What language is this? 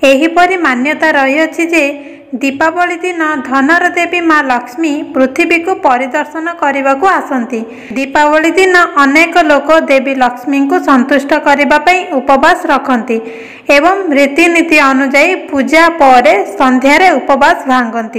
Odia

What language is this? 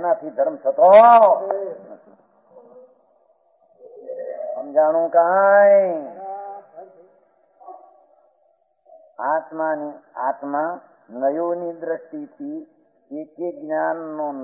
Gujarati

